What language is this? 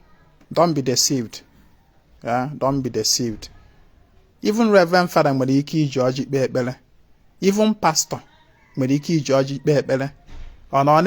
Igbo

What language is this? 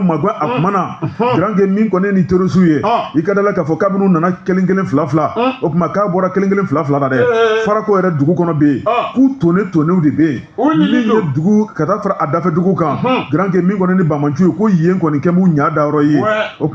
Bambara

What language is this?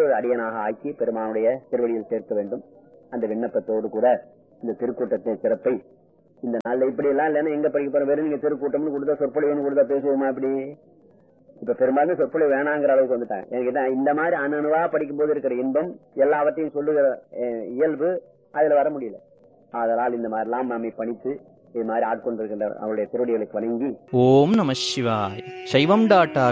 Tamil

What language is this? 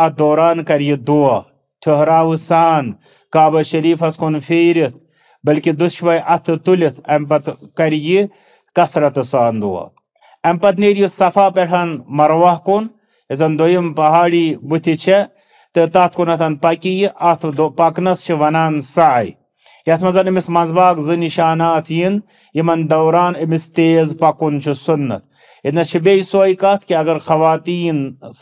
Kashmiri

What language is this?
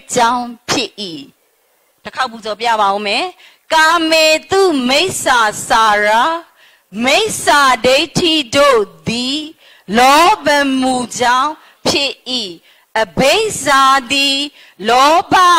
Burmese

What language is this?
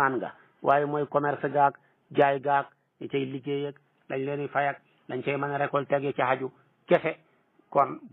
Wolof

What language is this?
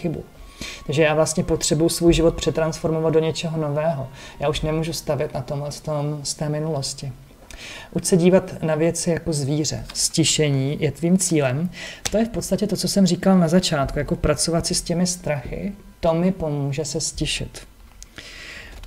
Czech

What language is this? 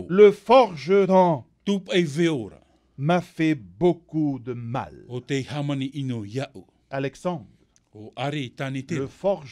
Tahitian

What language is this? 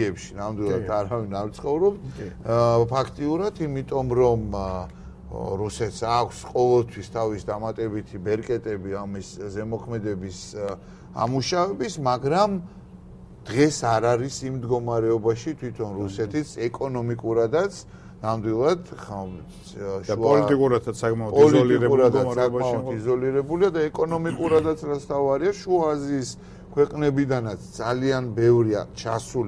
Georgian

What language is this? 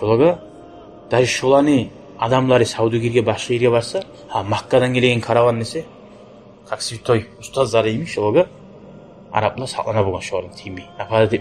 Kumyk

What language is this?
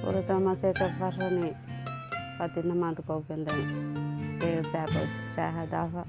Divehi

